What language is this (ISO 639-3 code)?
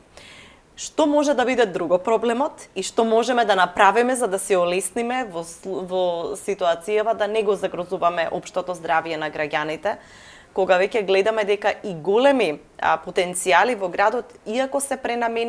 mkd